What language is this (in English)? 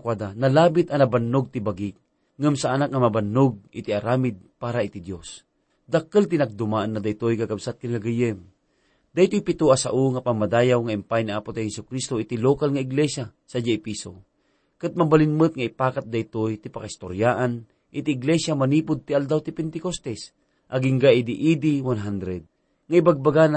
Iloko